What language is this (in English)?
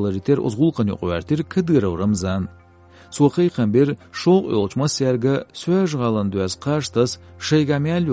Chechen